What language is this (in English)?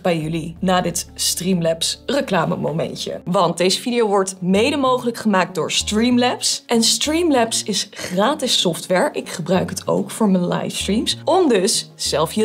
Dutch